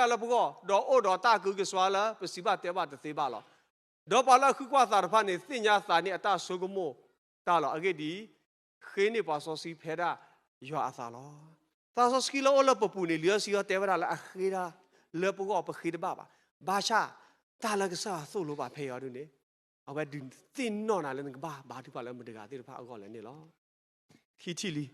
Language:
S'gaw Karen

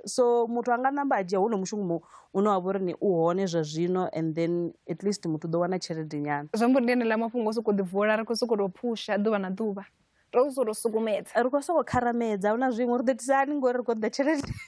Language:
Venda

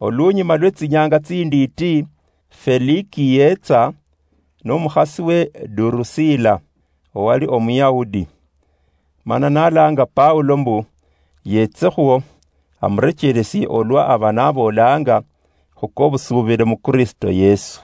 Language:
Luyia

